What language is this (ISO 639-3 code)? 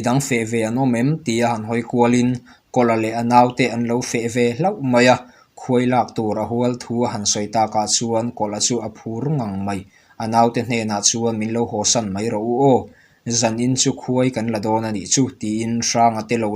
lus